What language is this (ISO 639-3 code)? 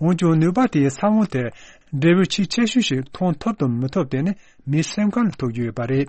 bod